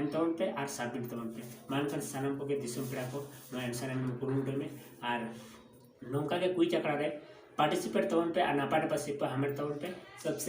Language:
Santali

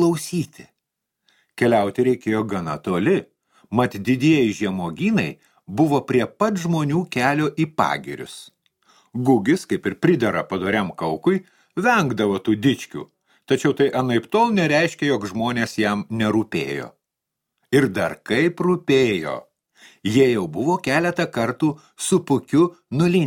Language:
Lithuanian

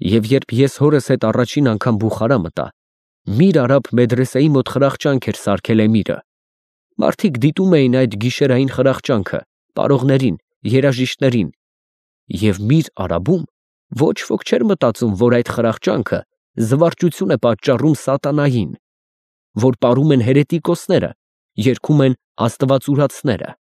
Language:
Armenian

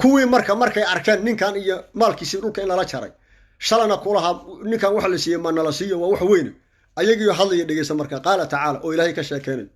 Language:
Somali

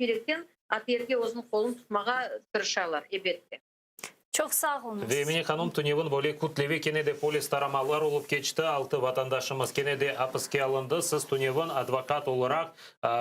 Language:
Crimean Tatar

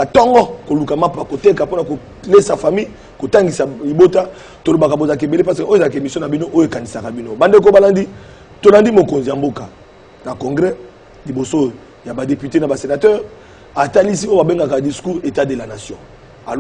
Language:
Lingala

